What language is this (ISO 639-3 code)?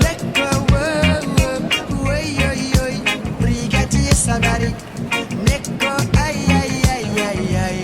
mfe